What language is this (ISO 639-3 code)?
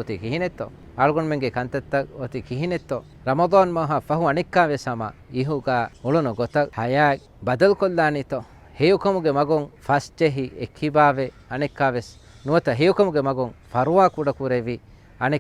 div